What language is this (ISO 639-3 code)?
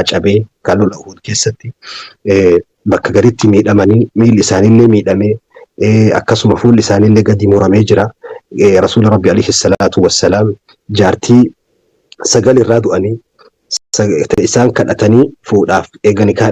orm